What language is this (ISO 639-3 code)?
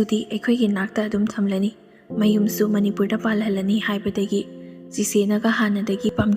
mni